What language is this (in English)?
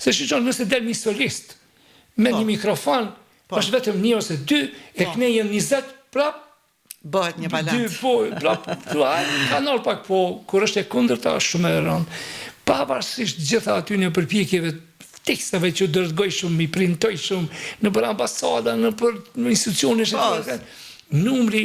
Albanian